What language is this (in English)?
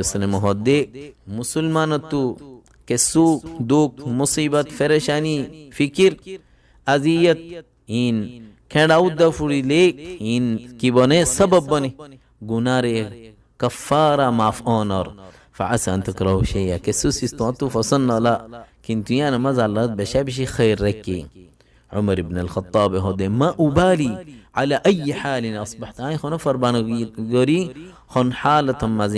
Rohingya